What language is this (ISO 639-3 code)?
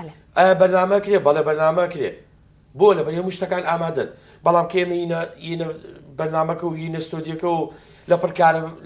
ckb